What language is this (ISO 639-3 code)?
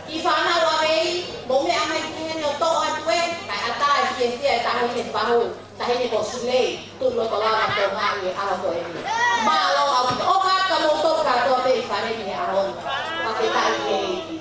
ton